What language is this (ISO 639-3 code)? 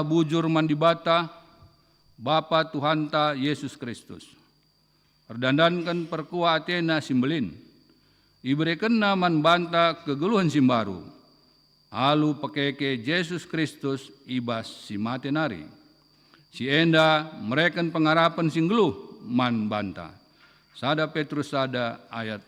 btx